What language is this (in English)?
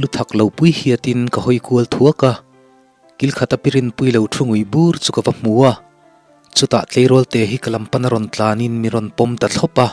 Mizo